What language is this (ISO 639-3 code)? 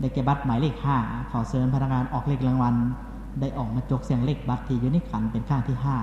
lao